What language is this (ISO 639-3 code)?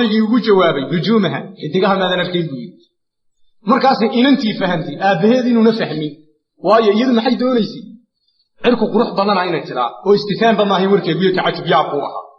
som